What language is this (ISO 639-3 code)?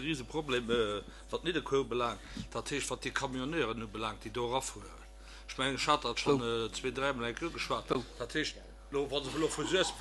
ltz